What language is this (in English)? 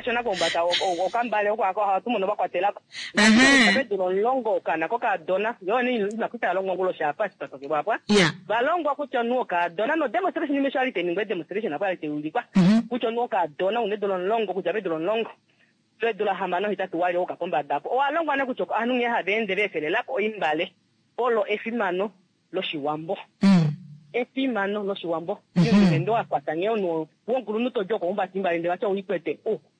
Kuanyama